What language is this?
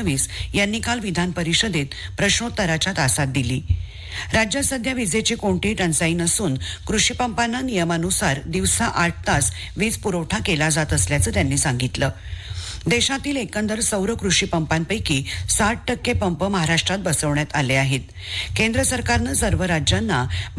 Marathi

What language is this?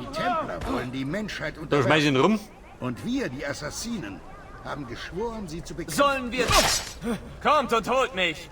Bavarian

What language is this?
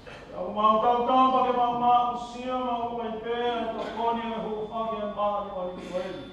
Tongan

